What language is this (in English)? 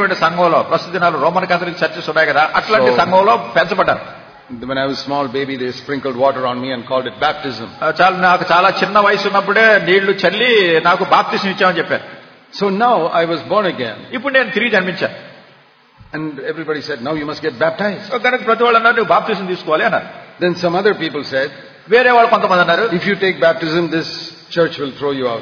Telugu